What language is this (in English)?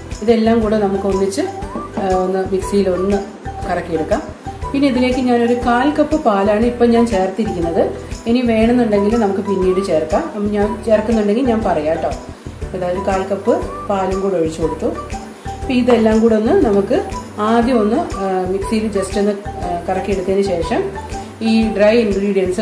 Malayalam